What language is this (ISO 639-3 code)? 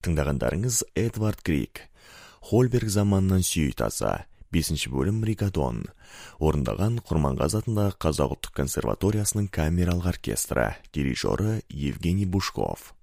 kaz